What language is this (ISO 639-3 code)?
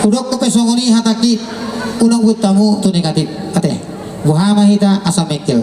bbc